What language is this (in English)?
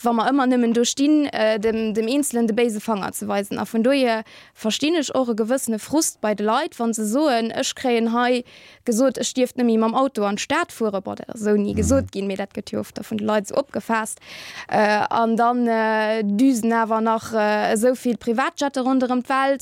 Luxembourgish